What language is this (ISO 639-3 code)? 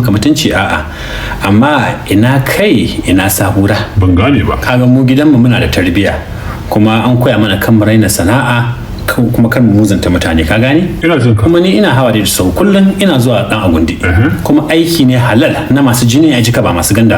hau